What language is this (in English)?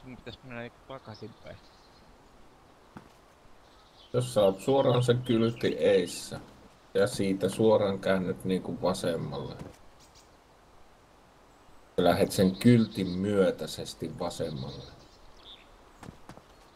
Finnish